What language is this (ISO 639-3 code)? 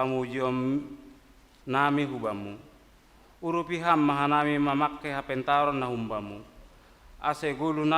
bts